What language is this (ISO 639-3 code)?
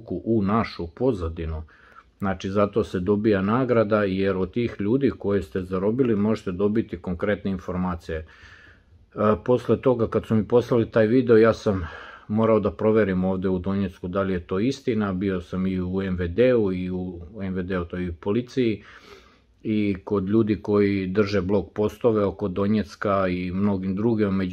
srp